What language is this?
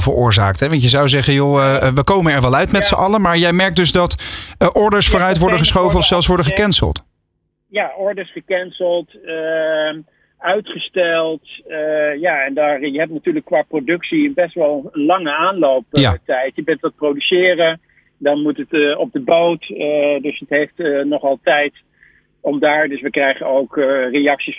Dutch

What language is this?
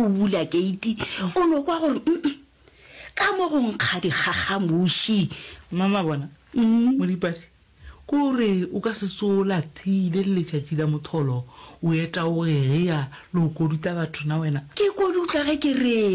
Northern Sotho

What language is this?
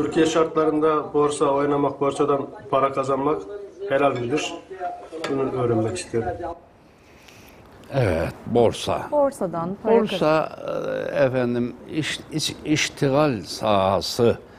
Turkish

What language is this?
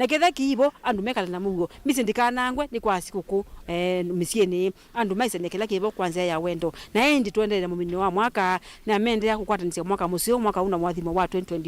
Kamba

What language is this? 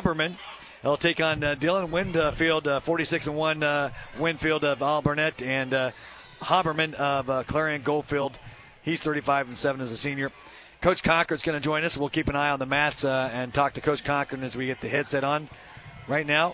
English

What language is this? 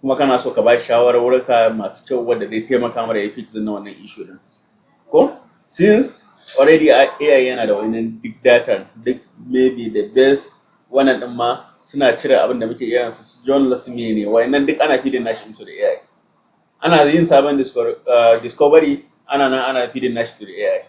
Hausa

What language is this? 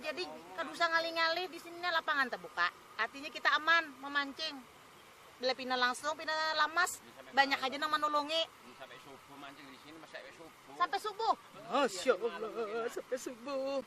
Banjar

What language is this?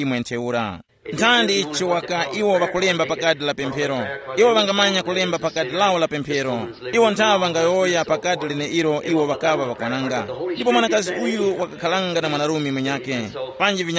Tumbuka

